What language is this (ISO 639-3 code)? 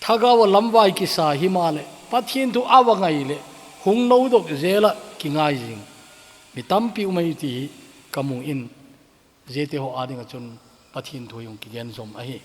tcz